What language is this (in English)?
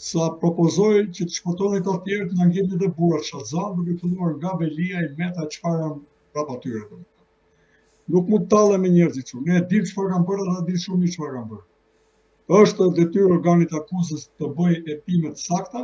Albanian